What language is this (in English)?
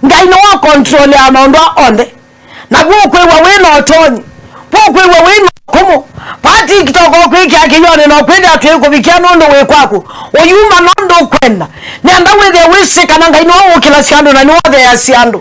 Kamba